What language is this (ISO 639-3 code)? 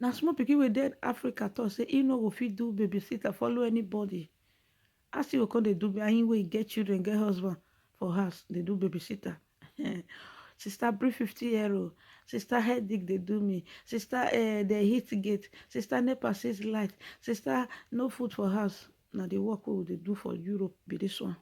pcm